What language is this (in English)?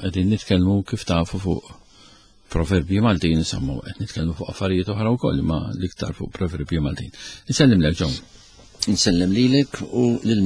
Maltese